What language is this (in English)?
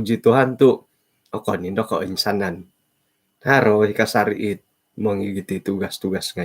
Central Dusun